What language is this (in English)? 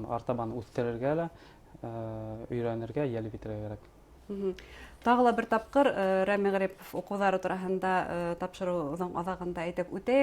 Bashkir